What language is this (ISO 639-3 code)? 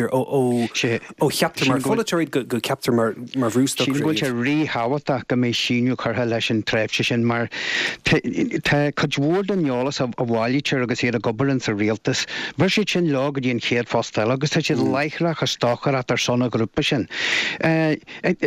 gle